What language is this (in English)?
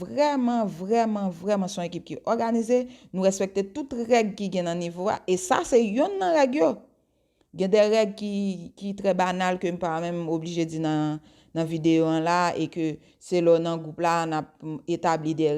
Haitian Creole